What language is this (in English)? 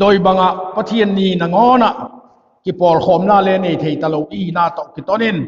Vaiphei